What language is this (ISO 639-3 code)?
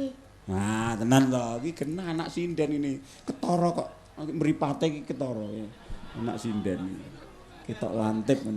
jav